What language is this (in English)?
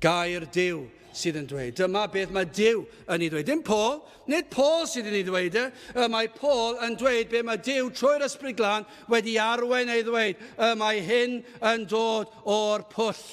Welsh